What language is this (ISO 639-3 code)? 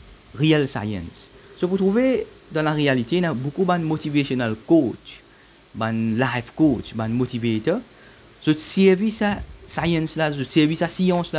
mfe